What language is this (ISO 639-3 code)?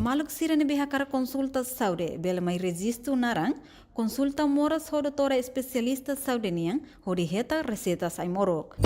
tet